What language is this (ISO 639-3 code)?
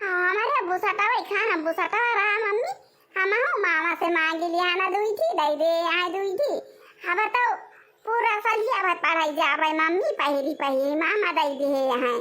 awa